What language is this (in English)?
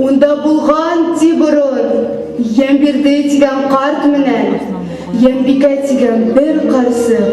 Bashkir